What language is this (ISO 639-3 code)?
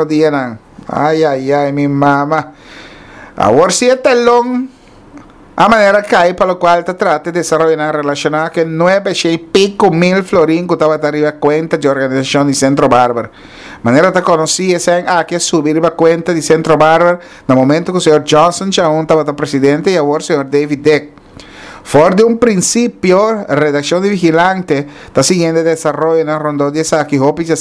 pap